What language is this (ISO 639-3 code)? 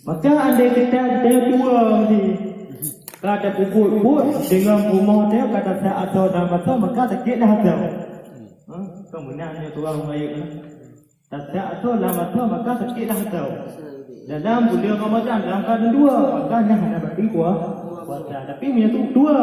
ace